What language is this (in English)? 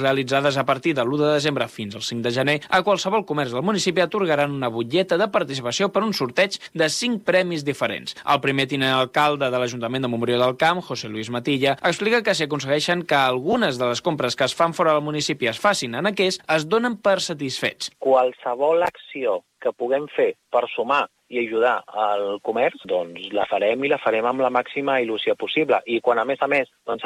Catalan